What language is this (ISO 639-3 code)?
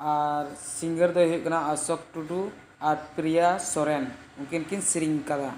sat